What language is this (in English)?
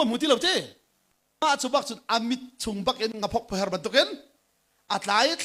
Hakha Chin